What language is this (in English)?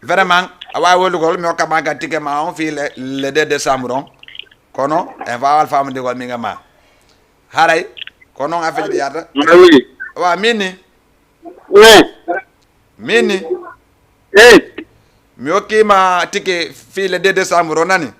Fula